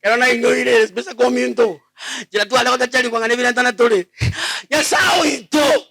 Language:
Gusii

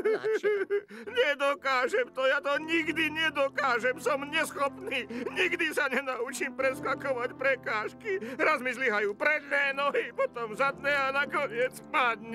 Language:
Slovak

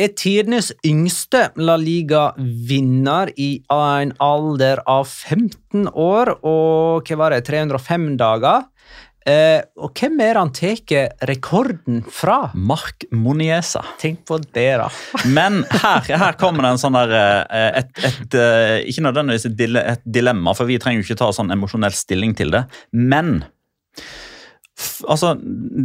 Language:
Norwegian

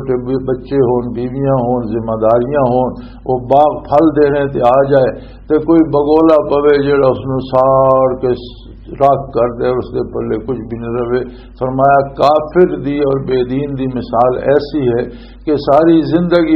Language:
Western Panjabi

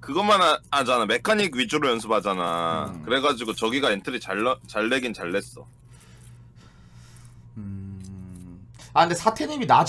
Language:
Korean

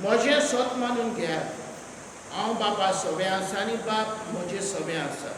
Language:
Konkani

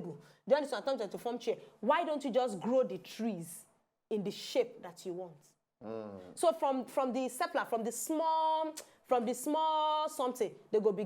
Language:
Nigerian Pidgin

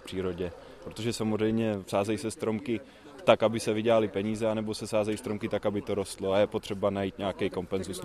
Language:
Czech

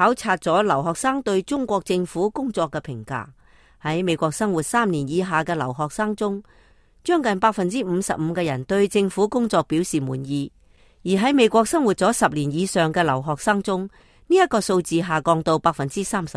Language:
Cantonese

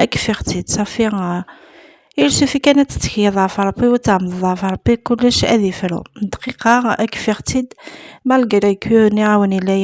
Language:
Kabyle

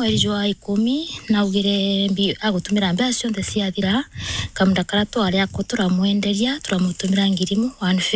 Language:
Meru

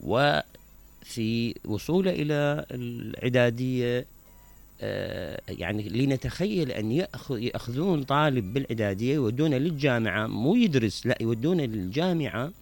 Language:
Mesopotamian Arabic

